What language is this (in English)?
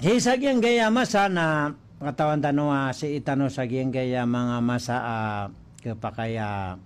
Maranao